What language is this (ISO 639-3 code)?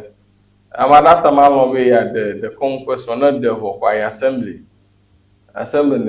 ewe